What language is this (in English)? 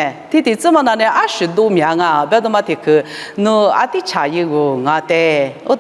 Lisu